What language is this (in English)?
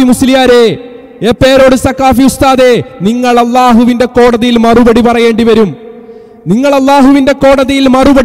Malayalam